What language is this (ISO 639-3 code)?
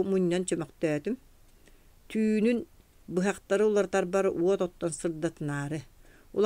sah